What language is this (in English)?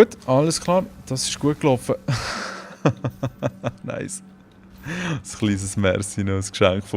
Swiss German